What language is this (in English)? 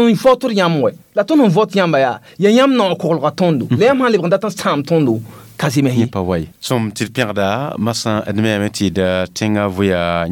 Mossi